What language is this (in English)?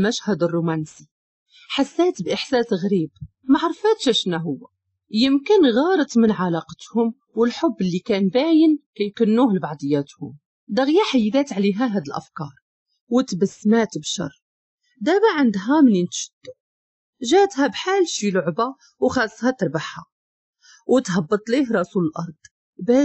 Moroccan Arabic